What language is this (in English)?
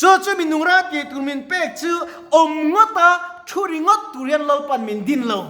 Mizo